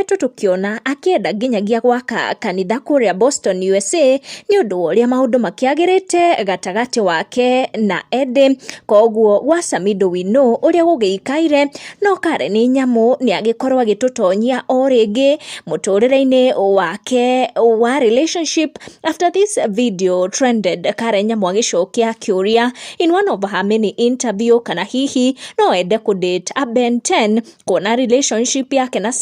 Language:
Kikuyu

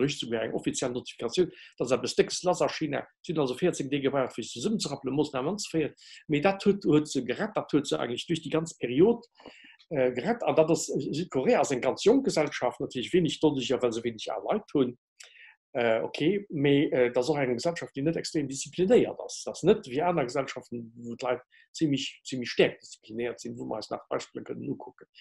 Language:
Luxembourgish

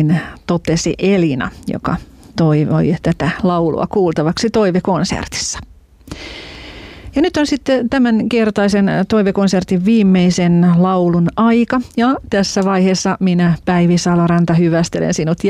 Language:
Finnish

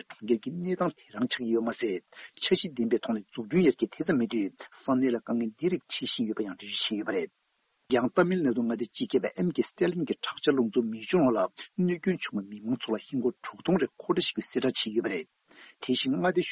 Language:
Tibetan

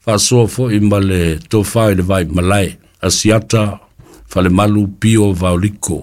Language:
Samoan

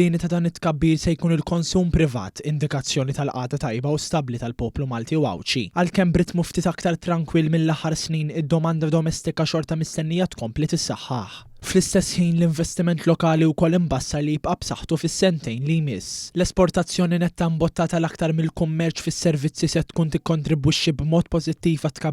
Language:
Maltese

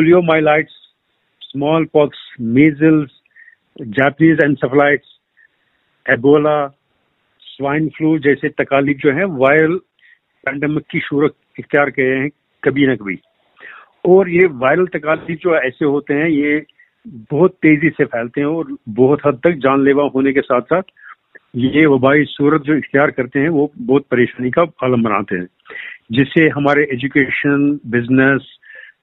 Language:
Hindi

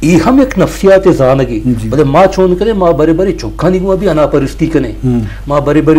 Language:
Eastern Balochi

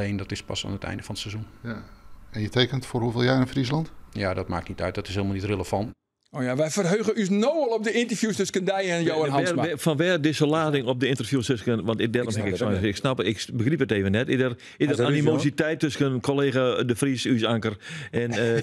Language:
Western Frisian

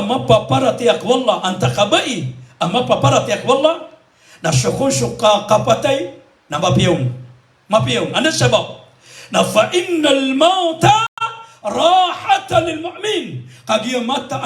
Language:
Maranao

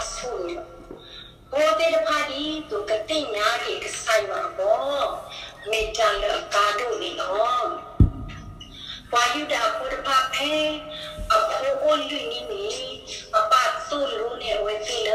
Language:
S'gaw Karen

